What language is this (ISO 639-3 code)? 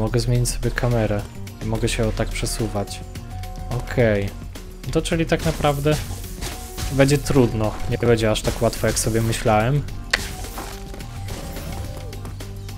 pol